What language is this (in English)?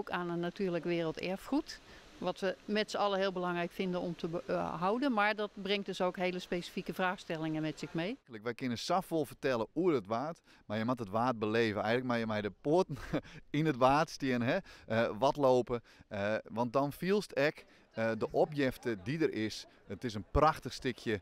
Western Frisian